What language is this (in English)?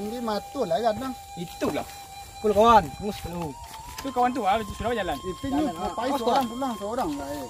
Minangkabau